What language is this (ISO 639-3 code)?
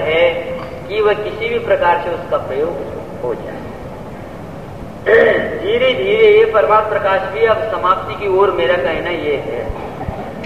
hin